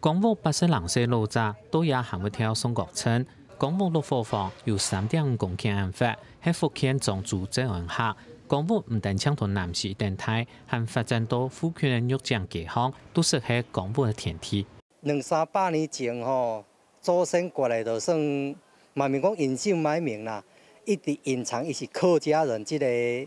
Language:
Hakka Chinese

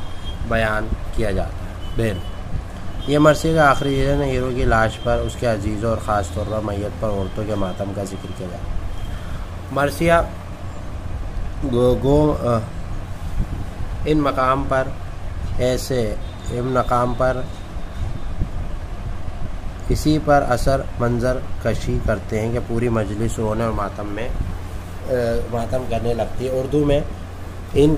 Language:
Urdu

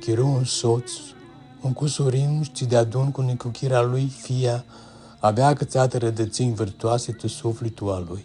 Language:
Aromanian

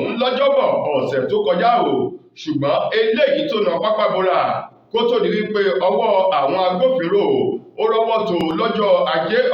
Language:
Yoruba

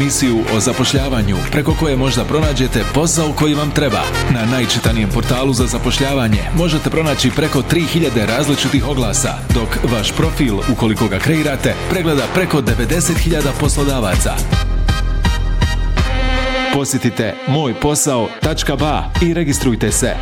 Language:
Bosnian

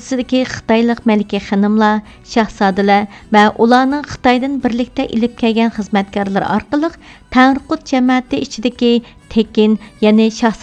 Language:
Uyghur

